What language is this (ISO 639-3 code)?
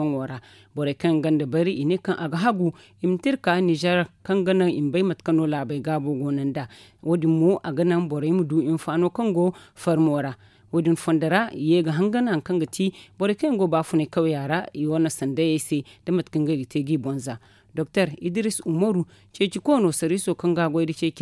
dje